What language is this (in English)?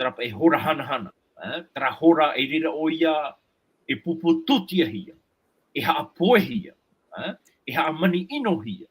Tahitian